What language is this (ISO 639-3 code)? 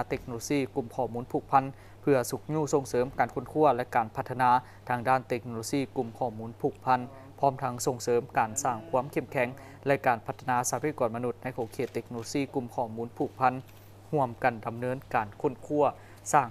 lao